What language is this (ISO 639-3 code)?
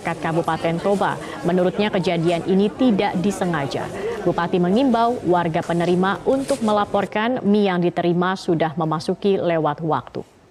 ind